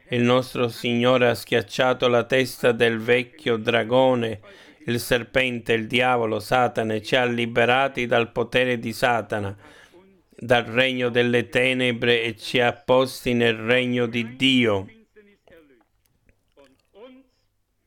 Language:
Italian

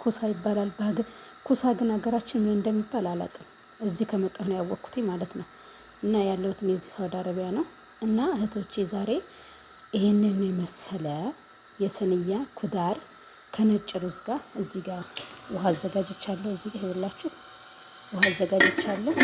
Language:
Amharic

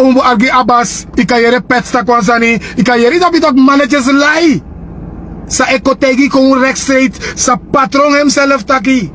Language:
Sranan Tongo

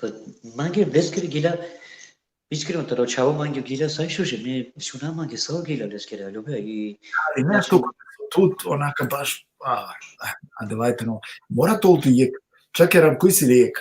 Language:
Balkan Romani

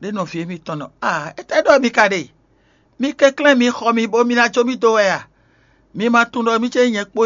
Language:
Fon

